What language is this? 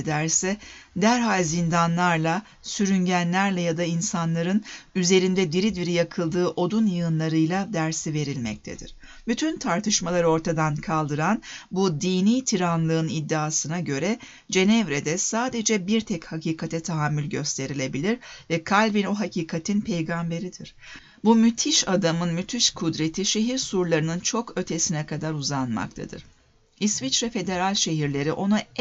Turkish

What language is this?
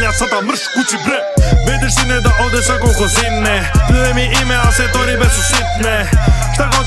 Serbian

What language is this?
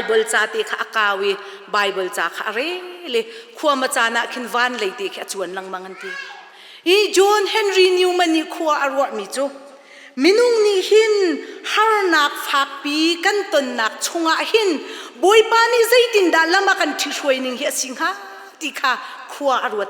Hakha Chin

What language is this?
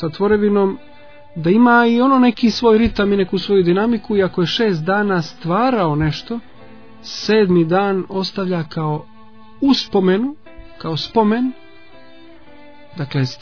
Croatian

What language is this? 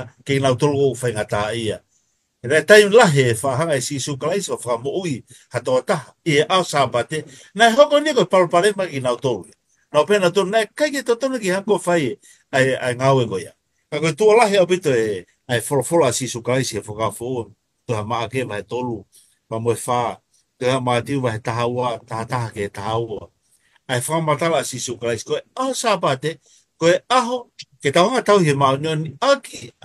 Tongan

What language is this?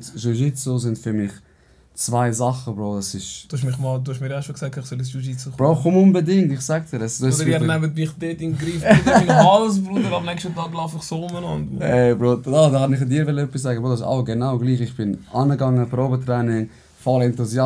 Swiss German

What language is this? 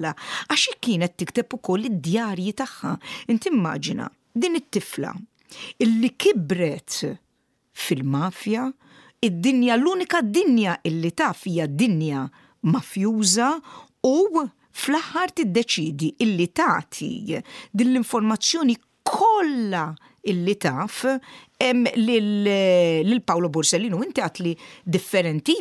Maltese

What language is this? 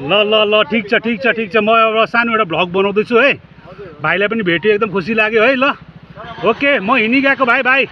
Nepali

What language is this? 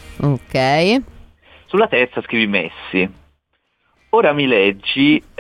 Italian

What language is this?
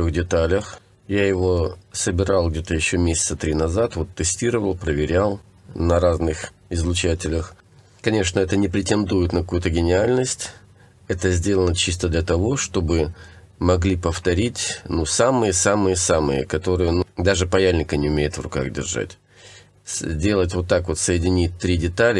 Russian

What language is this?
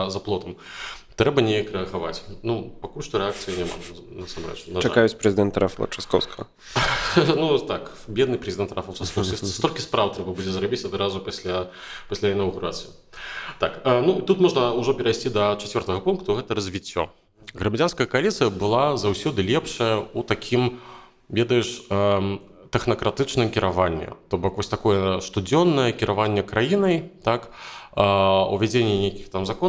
Belarusian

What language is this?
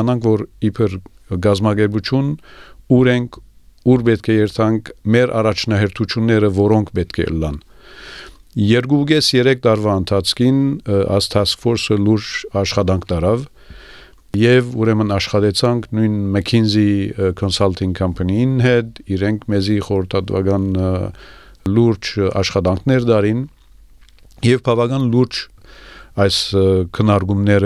Armenian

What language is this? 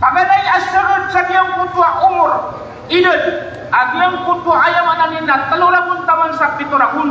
Maranao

